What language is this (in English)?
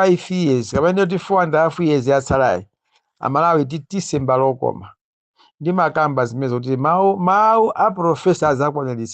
Nyanja